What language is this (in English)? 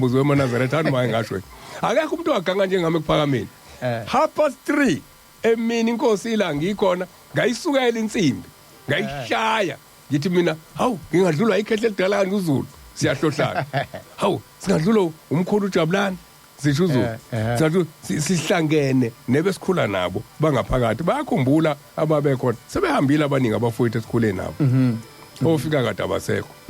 Zulu